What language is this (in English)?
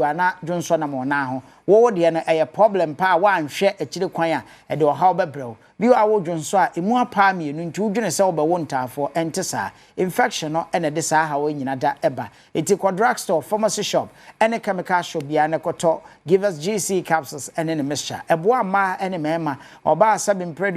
Akan